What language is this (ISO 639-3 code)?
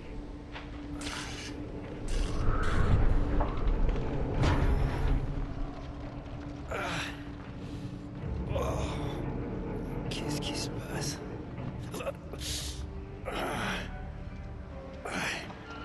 fra